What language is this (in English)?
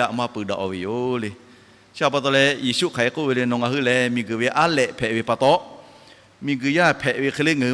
Lahu